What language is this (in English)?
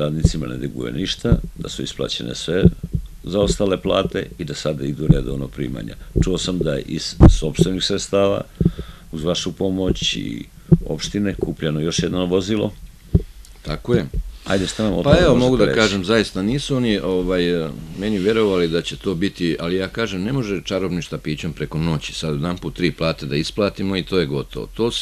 Serbian